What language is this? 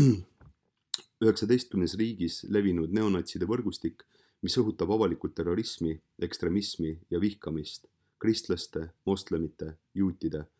Estonian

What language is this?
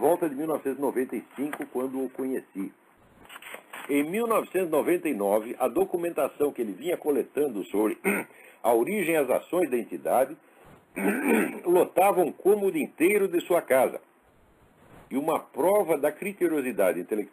Portuguese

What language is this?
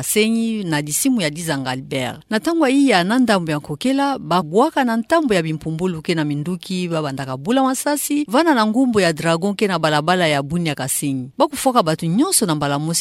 Kituba (Democratic Republic of Congo)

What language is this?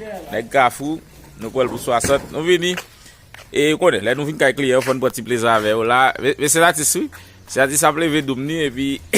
Haitian Creole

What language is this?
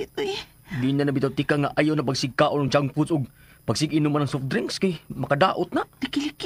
Cebuano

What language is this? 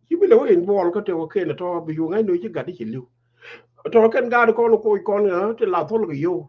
Nuer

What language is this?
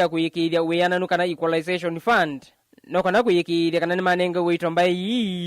Kamba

